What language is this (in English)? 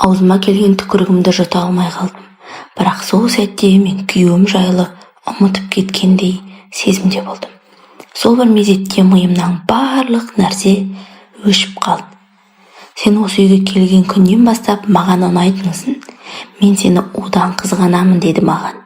Kazakh